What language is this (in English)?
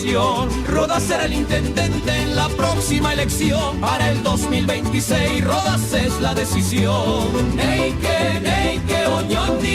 Guarani